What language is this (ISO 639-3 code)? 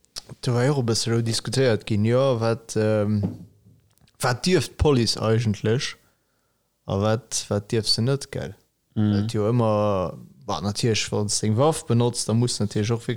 ltz